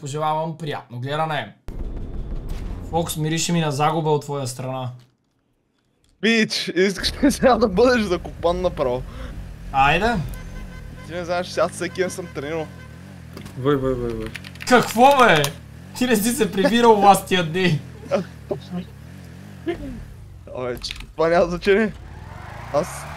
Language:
Bulgarian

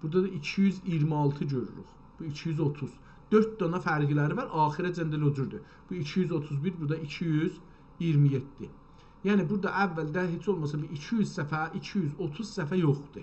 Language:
South Azerbaijani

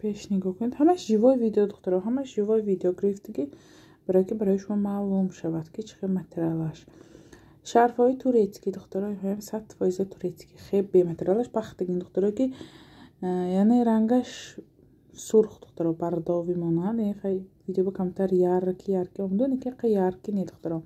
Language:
Tajik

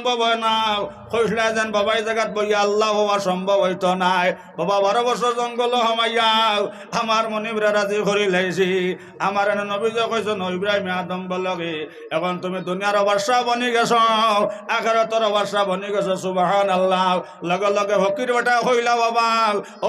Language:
Sylheti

